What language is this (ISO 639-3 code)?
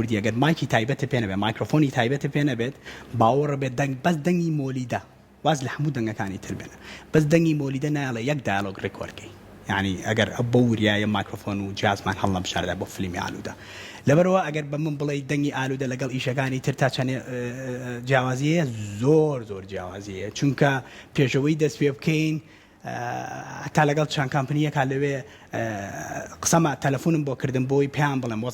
ckb